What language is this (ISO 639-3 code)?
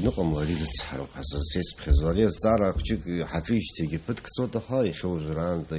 abk